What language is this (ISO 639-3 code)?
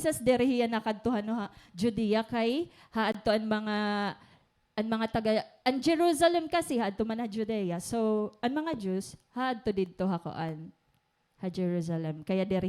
war